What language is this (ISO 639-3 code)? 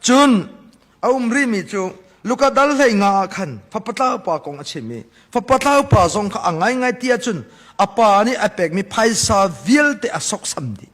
cnh